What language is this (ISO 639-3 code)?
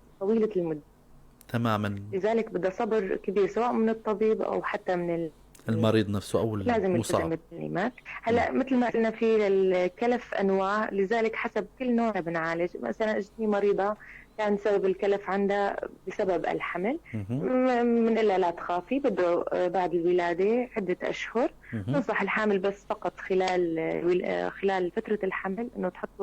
apc